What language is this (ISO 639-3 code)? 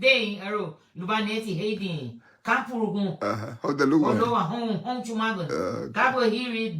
cab